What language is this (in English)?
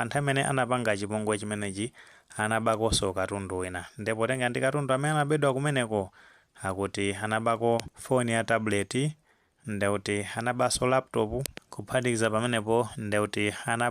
Nyanja